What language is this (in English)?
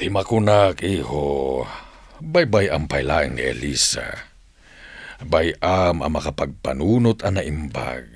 Iloko